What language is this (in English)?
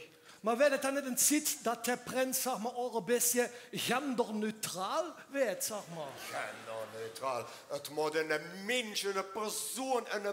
Limburgish